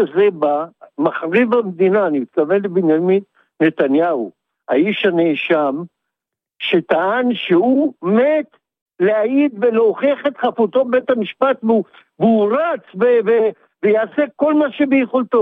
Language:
Hebrew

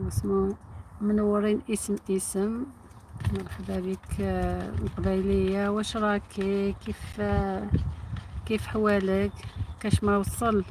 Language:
Algerian Arabic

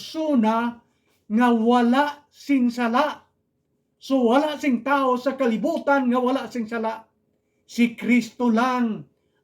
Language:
Hiligaynon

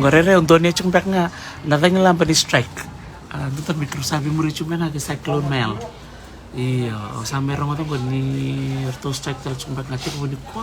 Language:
Fijian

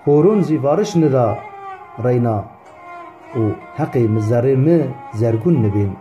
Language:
Zaza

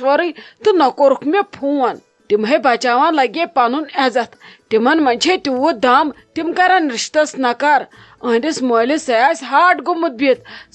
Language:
Kashmiri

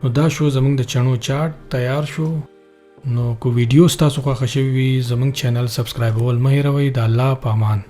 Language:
Pashto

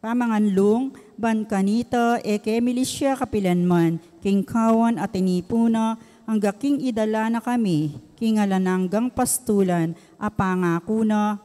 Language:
Pampanga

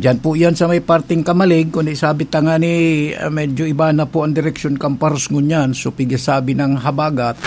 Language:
Bikol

